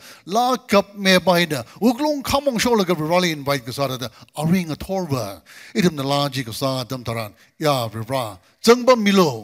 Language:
Tangkhul Naga (India)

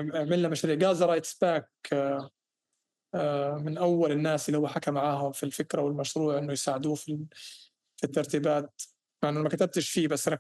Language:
North Levantine Arabic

